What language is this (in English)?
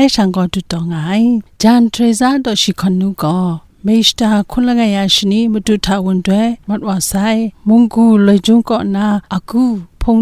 Kachin